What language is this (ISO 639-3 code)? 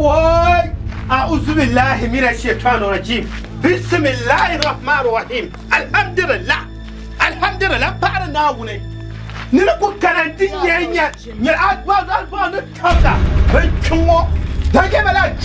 dag